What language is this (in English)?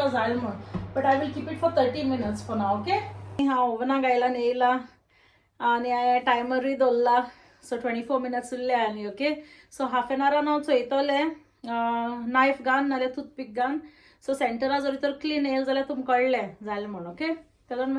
Konkani